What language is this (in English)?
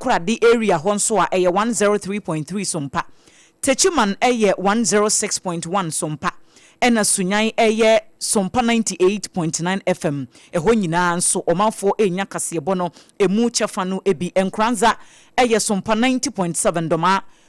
Akan